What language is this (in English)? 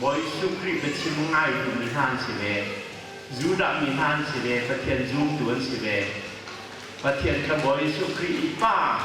Hakha Chin